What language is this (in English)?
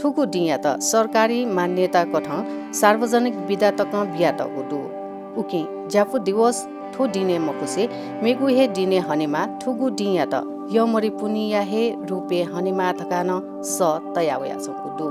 Newari